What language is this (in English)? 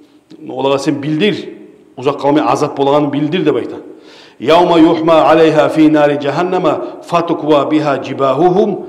Kumyk